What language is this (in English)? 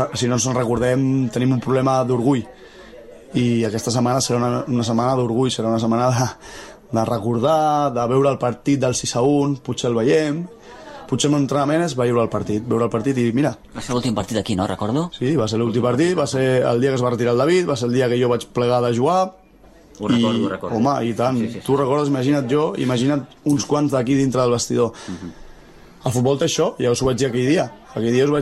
Catalan